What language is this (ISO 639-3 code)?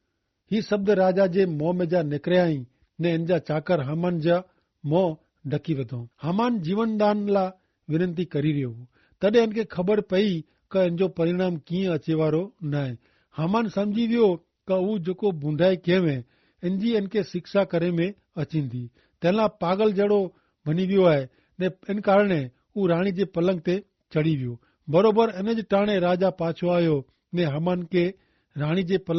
kfr